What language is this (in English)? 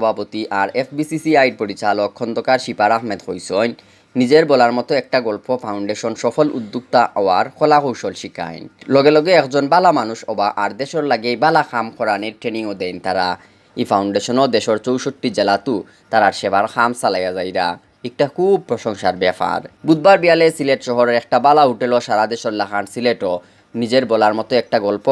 Sylheti